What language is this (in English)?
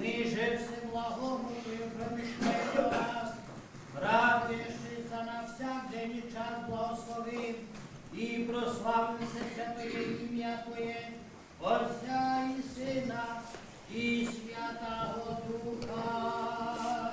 Rusyn